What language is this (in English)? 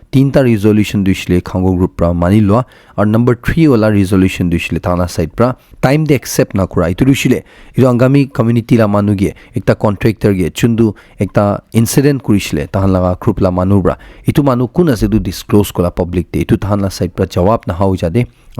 Naga Pidgin